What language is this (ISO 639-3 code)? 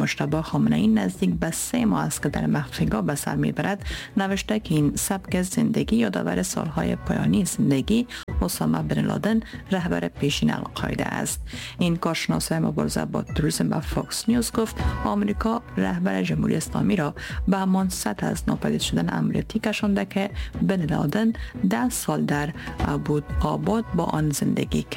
fas